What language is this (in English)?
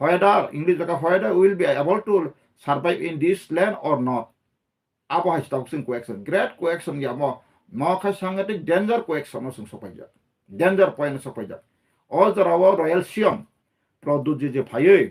Kok Borok